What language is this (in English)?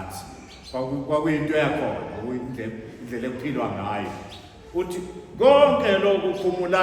Zulu